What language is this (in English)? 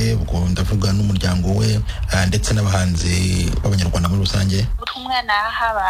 Kinyarwanda